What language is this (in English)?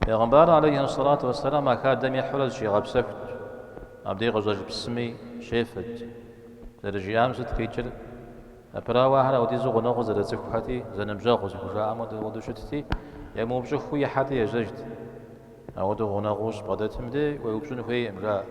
Kabardian